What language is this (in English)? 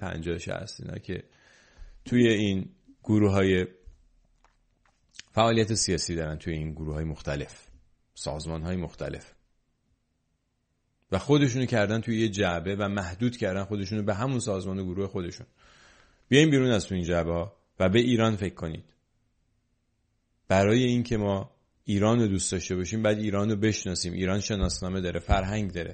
Persian